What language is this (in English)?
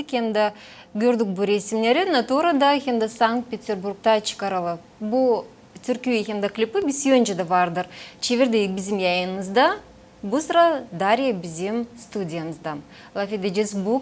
Gagauz